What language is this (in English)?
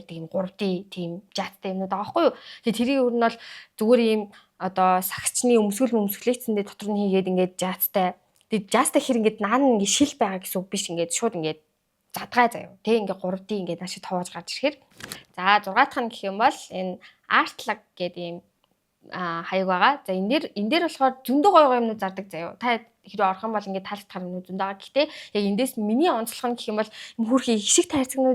Mongolian